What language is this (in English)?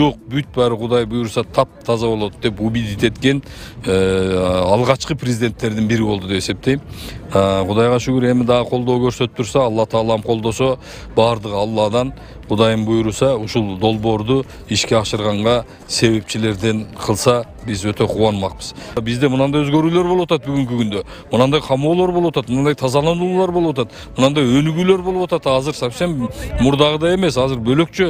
Kyrgyz